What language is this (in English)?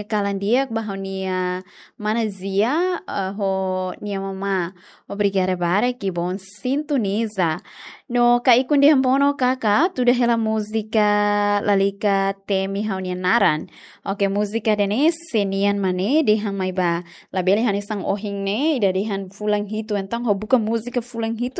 Tetum